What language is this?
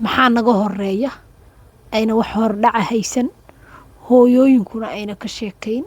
Somali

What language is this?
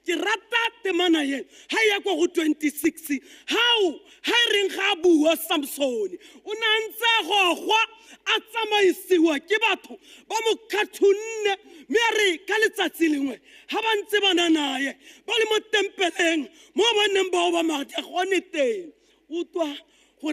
Tswana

